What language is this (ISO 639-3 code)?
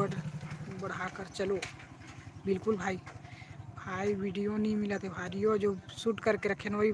hne